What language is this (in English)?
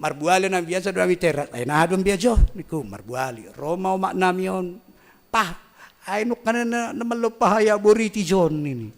Batak Simalungun